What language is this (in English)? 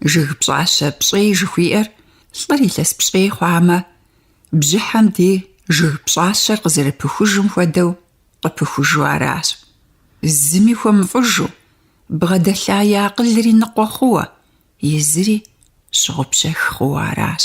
Kabardian